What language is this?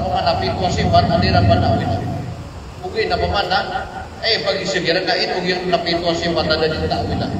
Maranao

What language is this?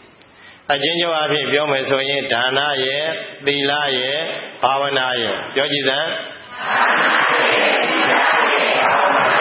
Burmese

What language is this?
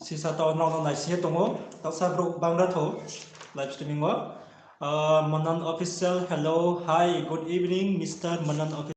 Riang (India)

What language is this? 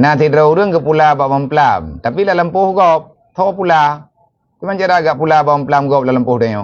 Achinese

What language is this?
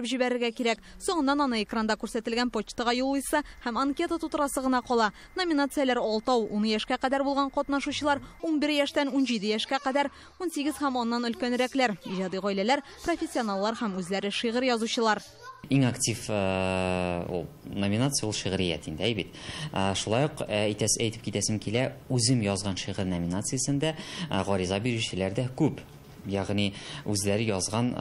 Tatar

